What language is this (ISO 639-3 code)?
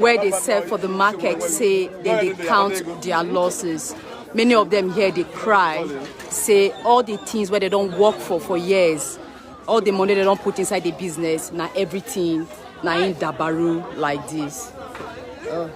pcm